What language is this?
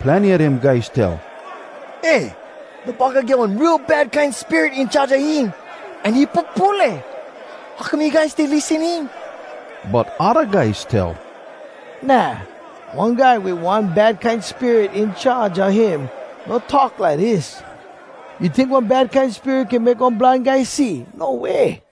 Hawai'i Creole English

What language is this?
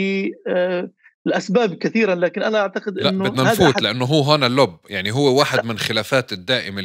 North Levantine Arabic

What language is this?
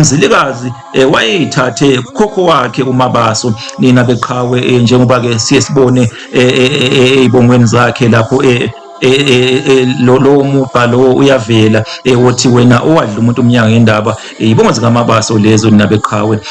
Zulu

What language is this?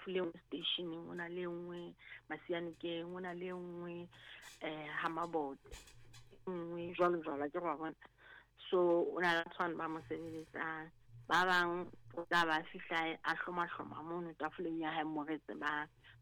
Southern Sotho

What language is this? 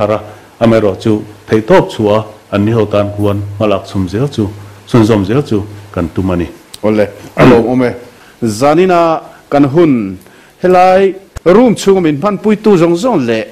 Mizo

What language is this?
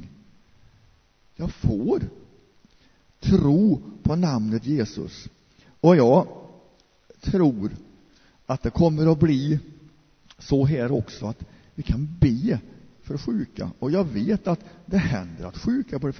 Swedish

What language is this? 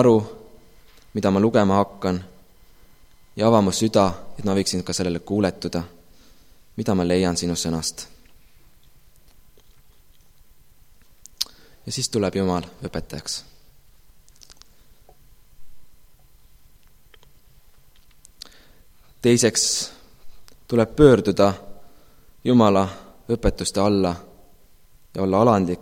Estonian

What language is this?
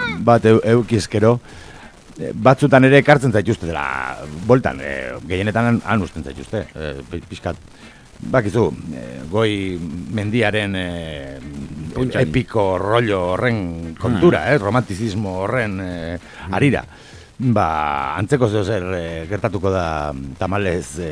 Basque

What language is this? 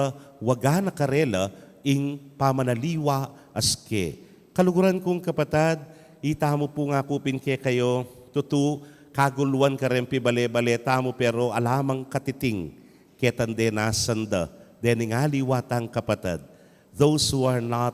Pampanga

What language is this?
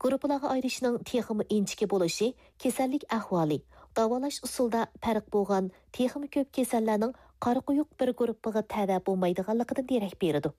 Uyghur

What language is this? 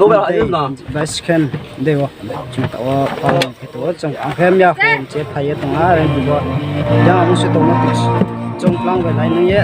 Riang (India)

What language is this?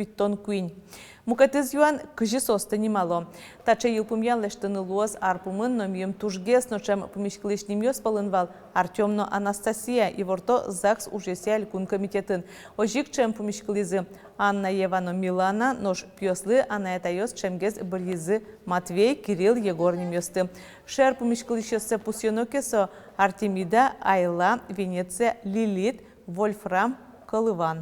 Udmurt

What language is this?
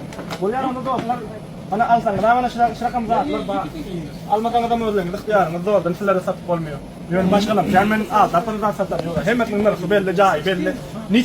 Turkmen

